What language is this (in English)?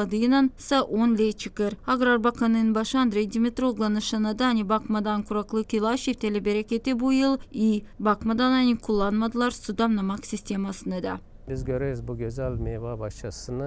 Gagauz